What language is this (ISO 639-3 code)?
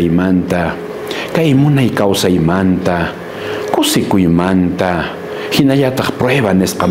que